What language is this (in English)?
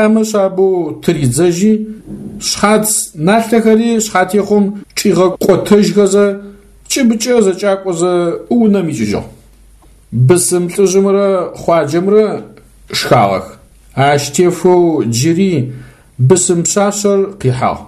Adyghe